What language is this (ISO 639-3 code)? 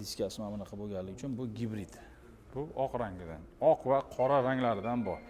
uzb